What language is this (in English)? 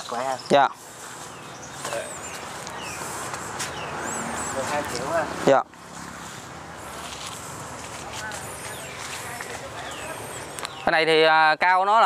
Vietnamese